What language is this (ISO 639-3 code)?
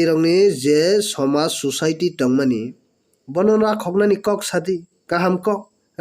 trp